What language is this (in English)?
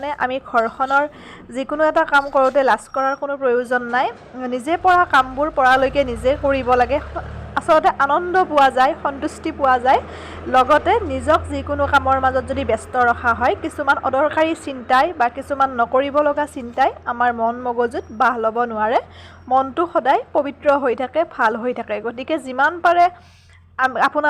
Assamese